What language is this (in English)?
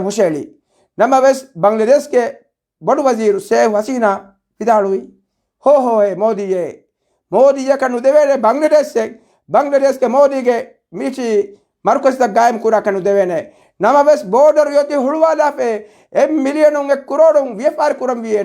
Divehi